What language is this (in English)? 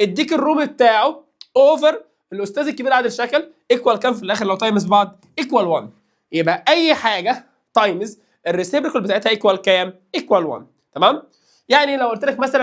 Egyptian Arabic